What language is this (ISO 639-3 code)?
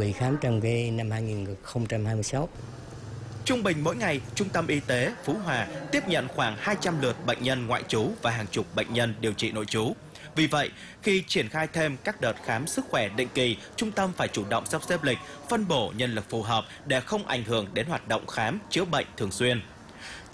vie